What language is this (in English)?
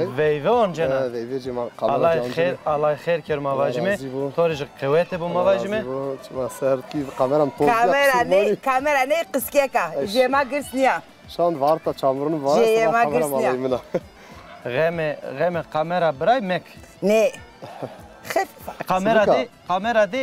Zaza